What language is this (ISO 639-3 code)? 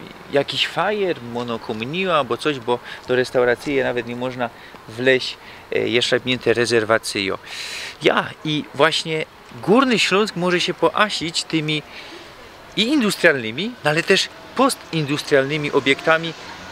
szl